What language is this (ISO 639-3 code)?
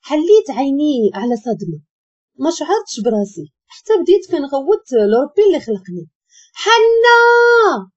ary